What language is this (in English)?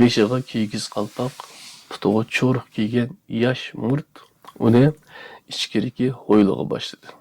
Uyghur